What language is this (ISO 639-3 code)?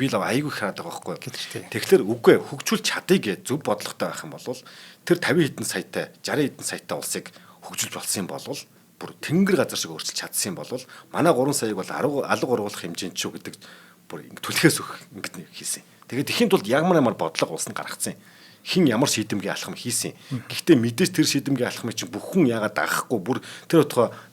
mon